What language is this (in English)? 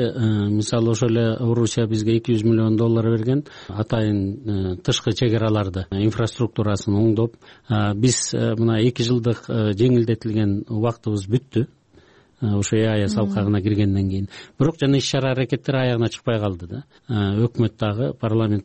Kyrgyz